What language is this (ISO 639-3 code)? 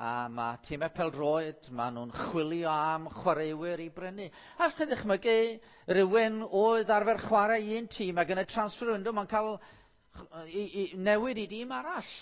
cym